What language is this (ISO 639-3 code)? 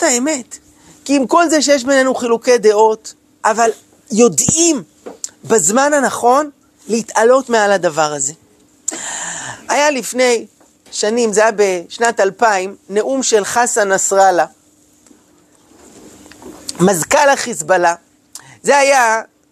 heb